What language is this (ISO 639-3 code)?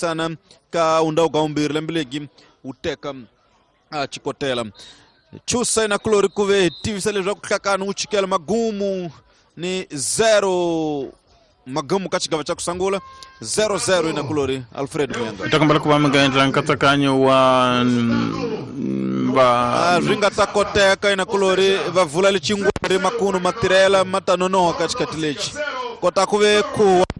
tso